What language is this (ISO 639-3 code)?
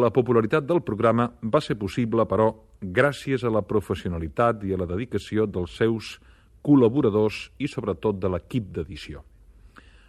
cat